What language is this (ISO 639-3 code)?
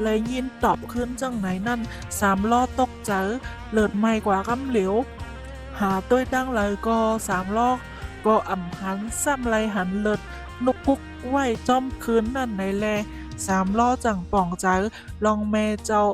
shn